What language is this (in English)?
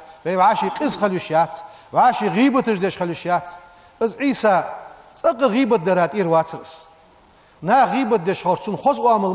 Ingush